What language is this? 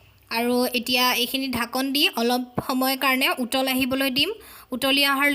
Assamese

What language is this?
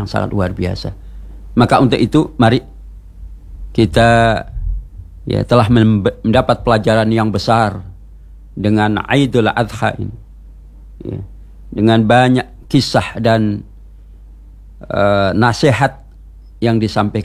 Indonesian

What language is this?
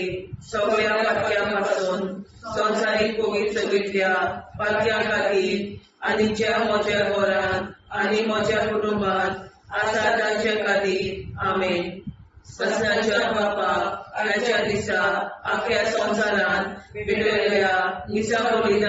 Konkani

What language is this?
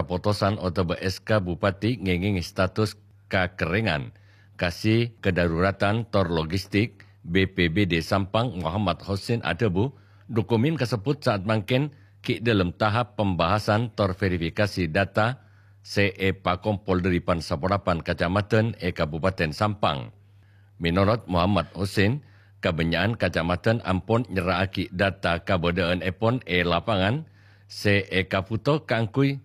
Madurese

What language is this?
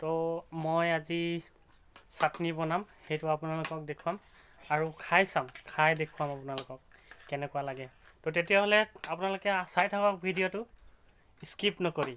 Assamese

